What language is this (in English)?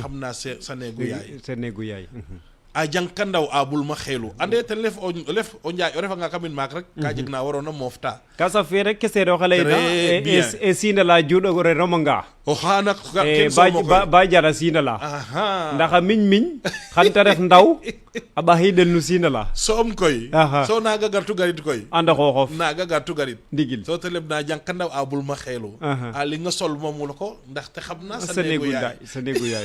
Serer